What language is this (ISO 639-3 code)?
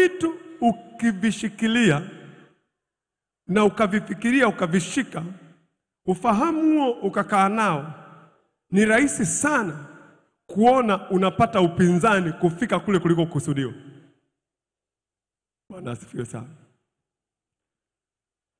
swa